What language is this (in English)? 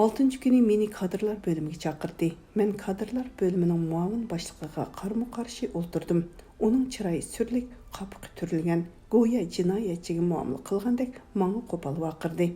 Uyghur